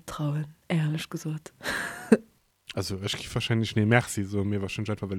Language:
Luxembourgish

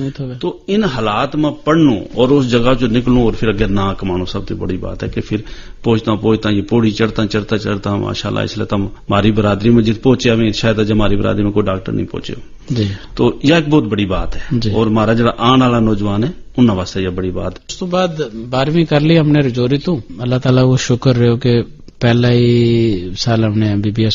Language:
Gujari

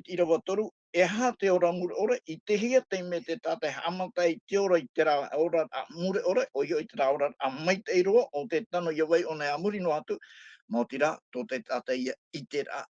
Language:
Tahitian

